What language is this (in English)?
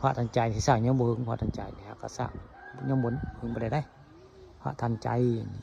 Northeastern Thai